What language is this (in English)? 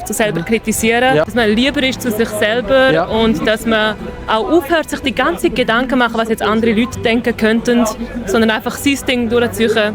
Swiss German